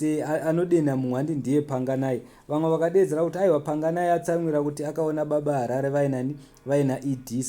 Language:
Shona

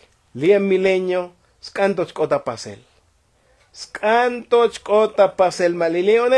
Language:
Tzotzil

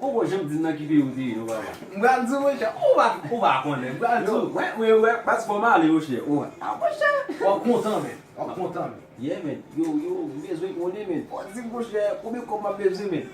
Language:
Haitian Creole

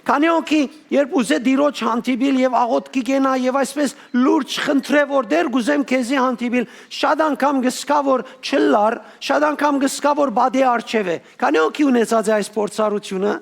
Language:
Western Armenian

